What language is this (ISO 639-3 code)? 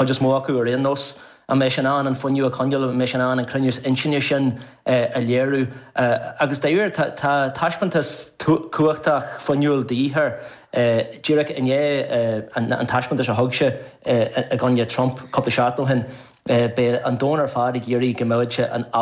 gle